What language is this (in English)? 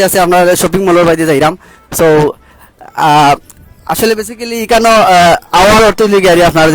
Sylheti